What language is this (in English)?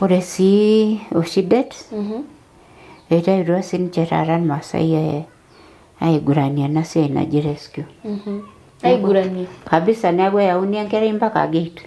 Masai